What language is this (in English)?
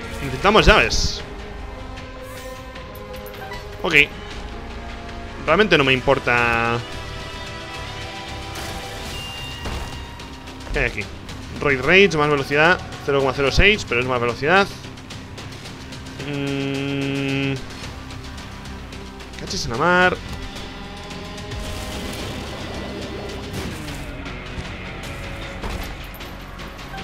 Spanish